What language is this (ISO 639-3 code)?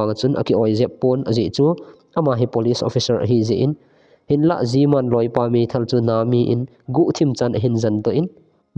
tcz